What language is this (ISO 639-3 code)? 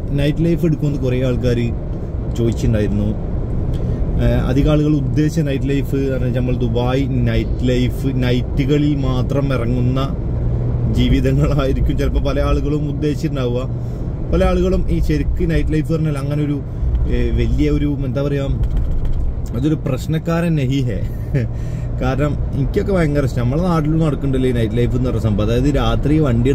mal